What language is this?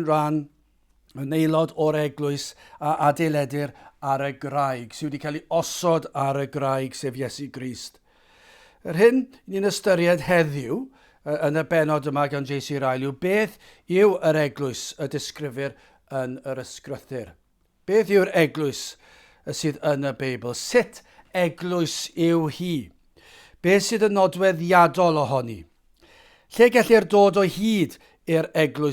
Welsh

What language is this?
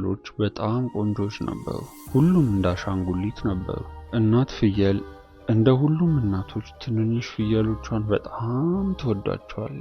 Amharic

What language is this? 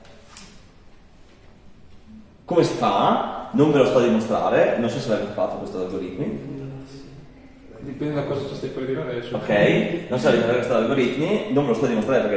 Italian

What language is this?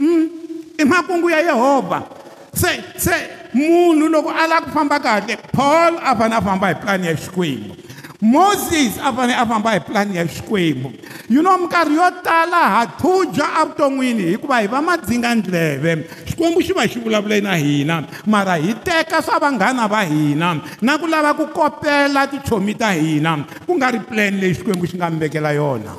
Tsonga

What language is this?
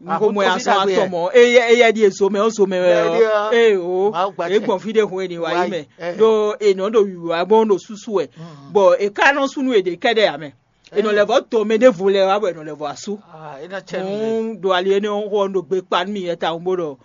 Fon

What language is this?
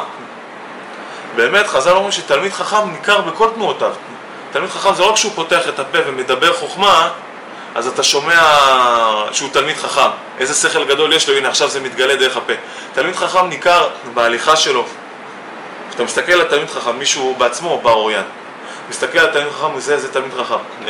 Hebrew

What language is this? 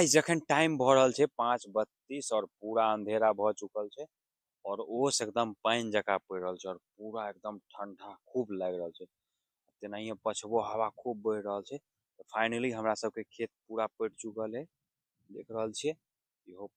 Maithili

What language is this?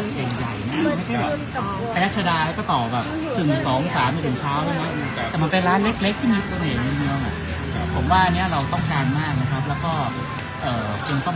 Thai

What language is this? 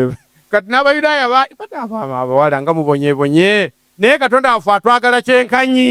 Ganda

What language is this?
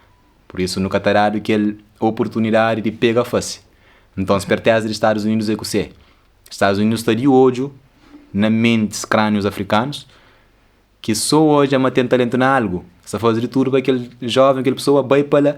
Kabuverdianu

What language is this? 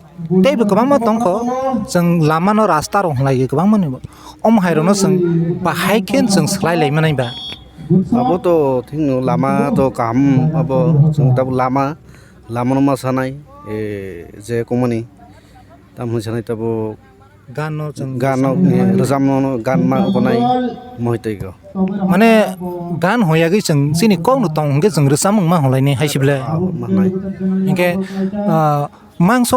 Kok Borok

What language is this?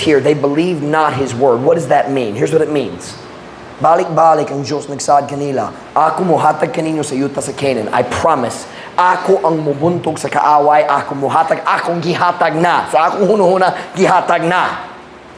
Cebuano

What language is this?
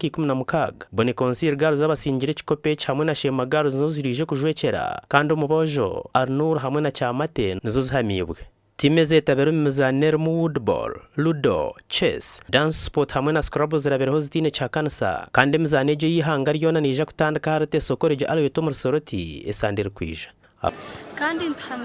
Nyankole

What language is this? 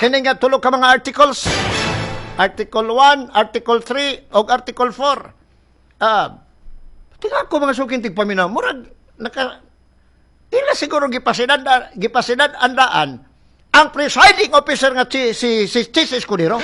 Cebuano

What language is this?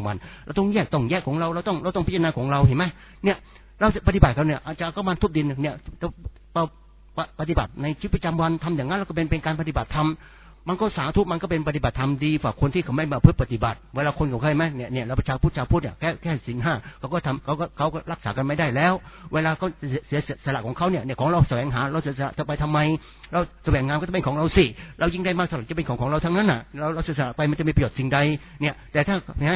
Thai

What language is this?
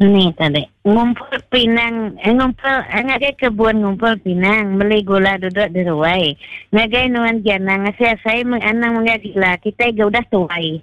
Iban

